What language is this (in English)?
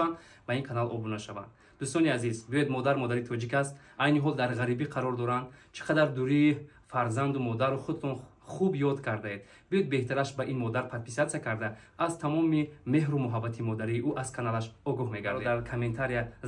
Tajik